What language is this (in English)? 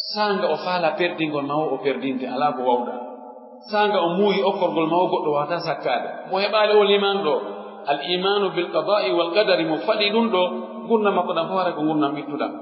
Pular